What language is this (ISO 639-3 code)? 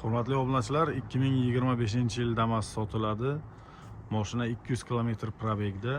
uzb